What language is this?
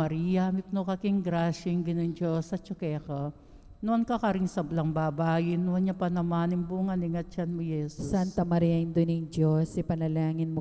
Pampanga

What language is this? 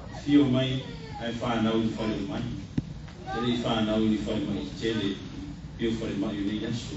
Samoan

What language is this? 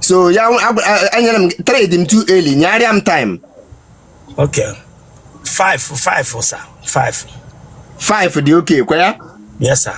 Igbo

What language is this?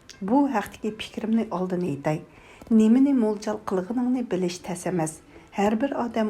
Uyghur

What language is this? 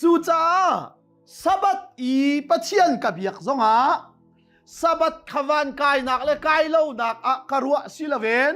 Hakha Chin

